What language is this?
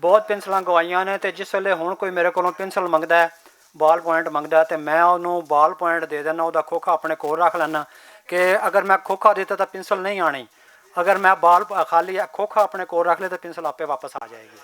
Western Panjabi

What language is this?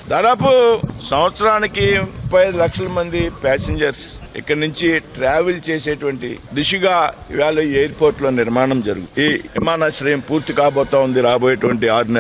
Telugu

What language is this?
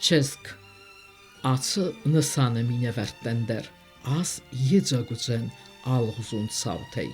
Ossetic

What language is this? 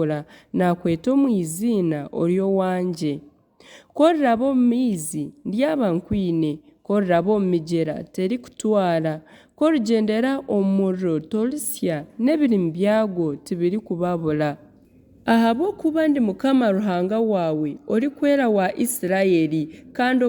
Nyankole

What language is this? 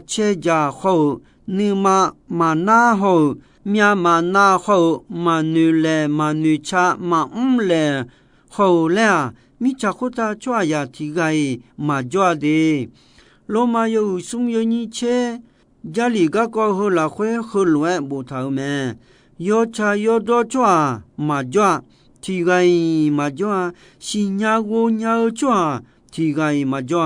Akha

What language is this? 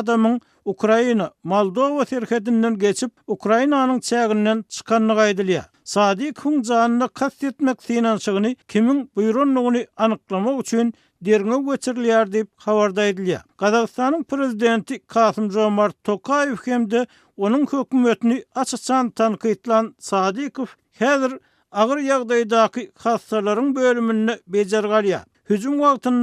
Turkmen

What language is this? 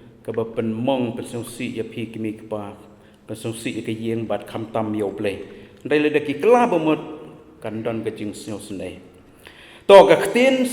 Khasi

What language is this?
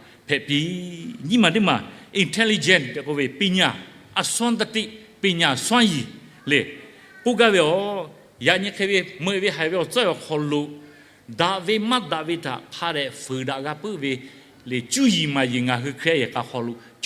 Lahu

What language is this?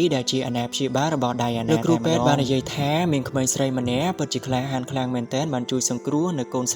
Khmer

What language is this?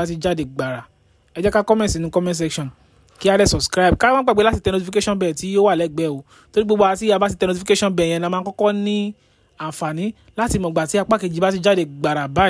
Yoruba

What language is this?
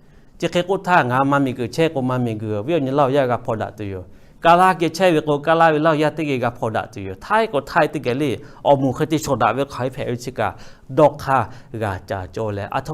Lahu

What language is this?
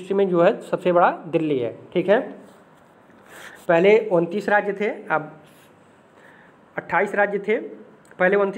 Hindi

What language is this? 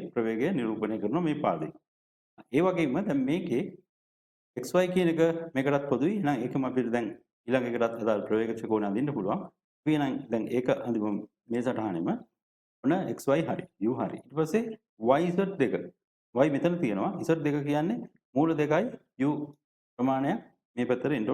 Sinhala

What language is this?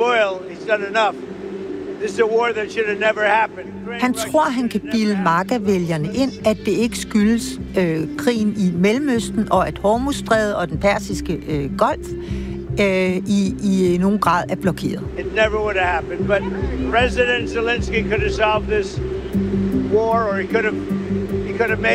Danish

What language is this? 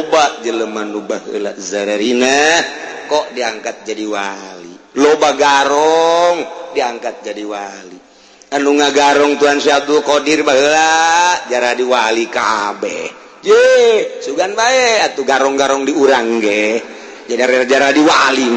Sundanese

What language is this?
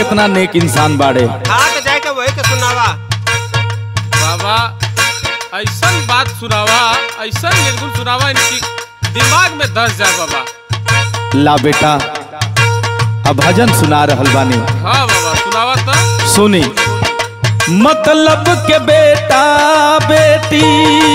Bhojpuri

